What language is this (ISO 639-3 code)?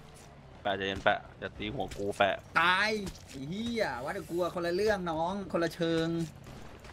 tha